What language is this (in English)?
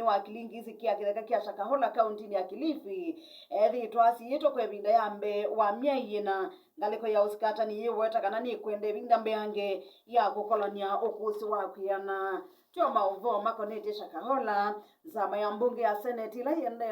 Kamba